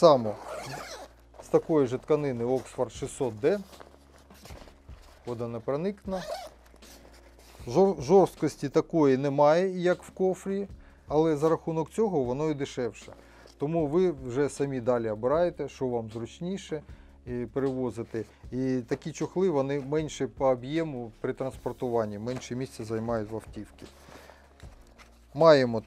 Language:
Ukrainian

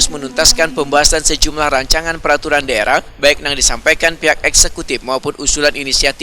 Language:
Banjar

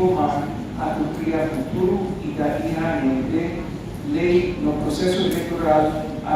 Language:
Tetum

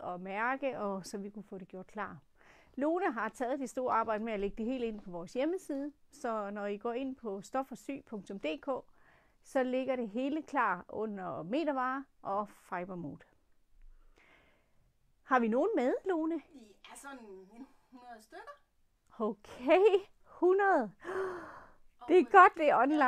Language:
Danish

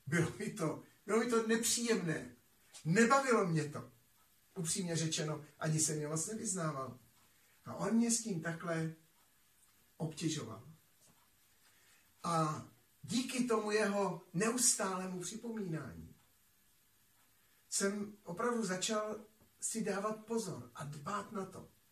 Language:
Czech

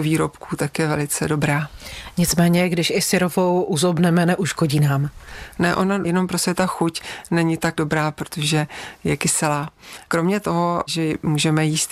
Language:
Czech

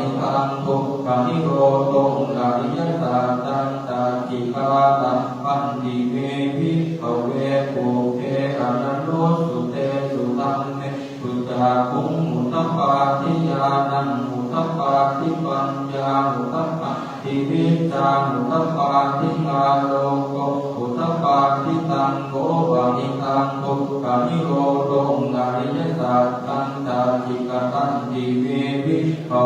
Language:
Pali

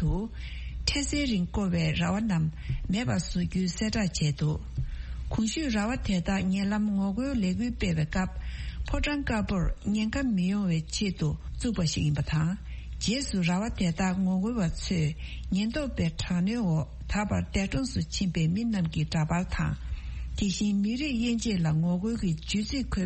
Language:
Tibetan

